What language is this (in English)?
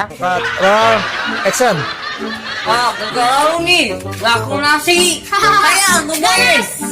Betawi